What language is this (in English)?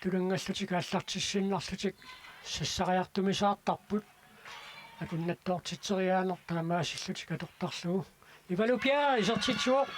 Kalaallisut